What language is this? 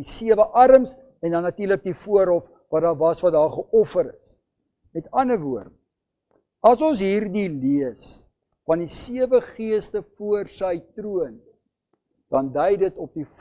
Afrikaans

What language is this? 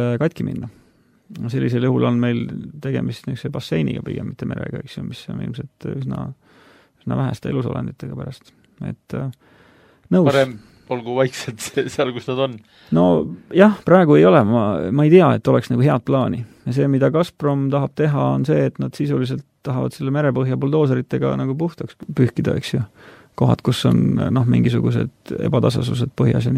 Estonian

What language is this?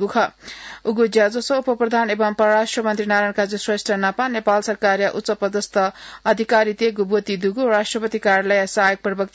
Newari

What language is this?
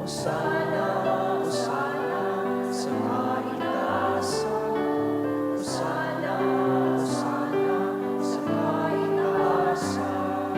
Bikol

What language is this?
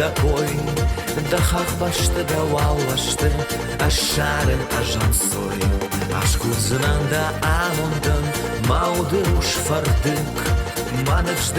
Ossetic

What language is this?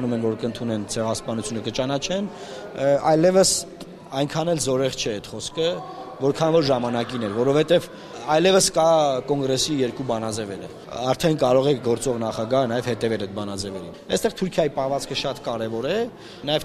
Armenian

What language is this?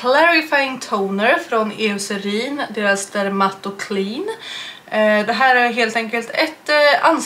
Swedish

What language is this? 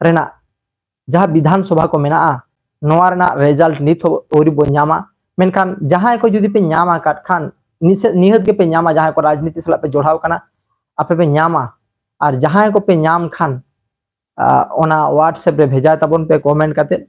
Santali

